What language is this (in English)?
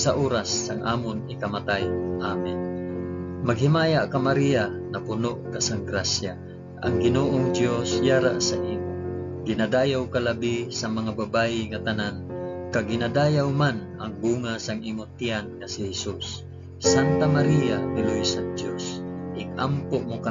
Hiligaynon